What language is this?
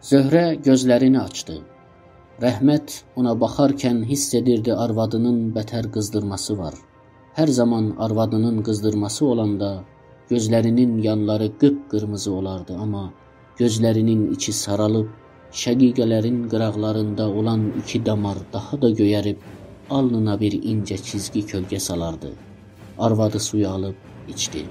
South Azerbaijani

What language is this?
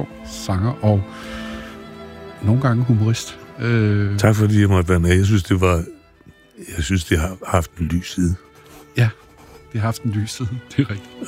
Danish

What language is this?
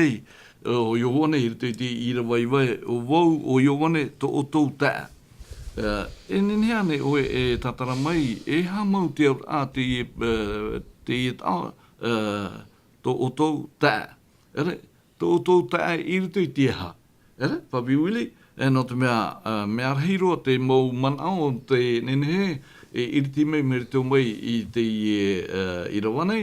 Tahitian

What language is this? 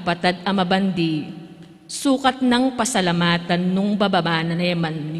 Pampanga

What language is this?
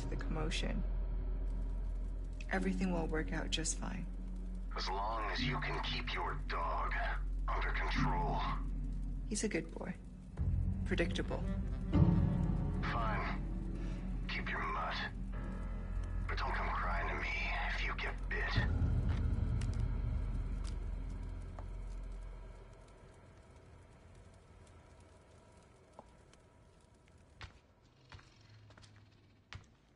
English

